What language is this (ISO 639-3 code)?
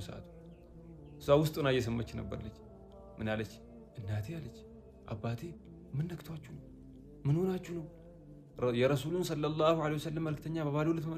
amh